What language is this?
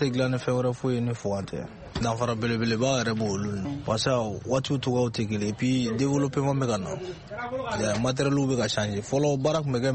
Bambara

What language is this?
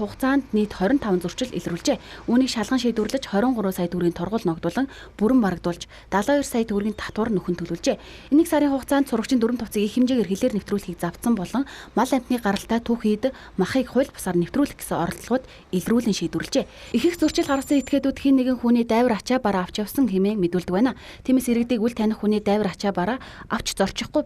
Mongolian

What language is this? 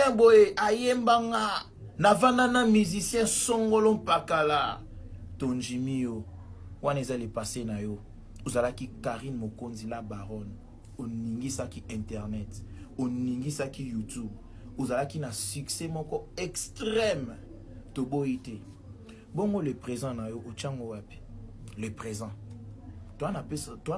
Lingala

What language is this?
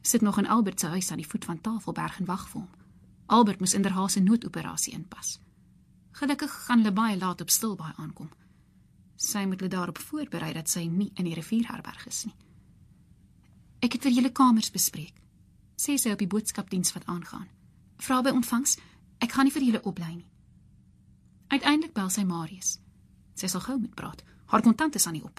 Afrikaans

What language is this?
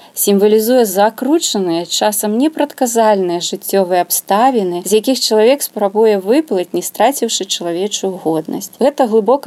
Belarusian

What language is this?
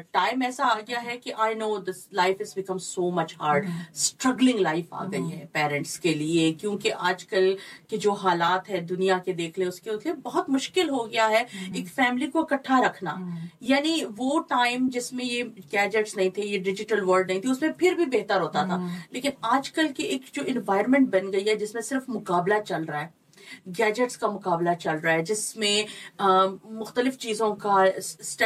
Urdu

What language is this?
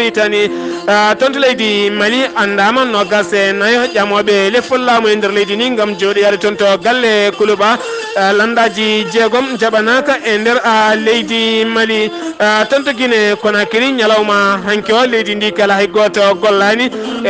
Fula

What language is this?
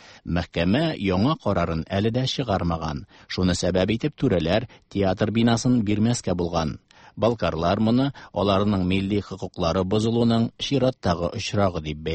Tatar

